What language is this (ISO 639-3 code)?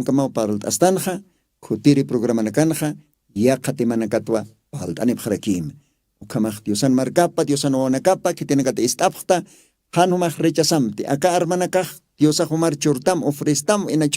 aym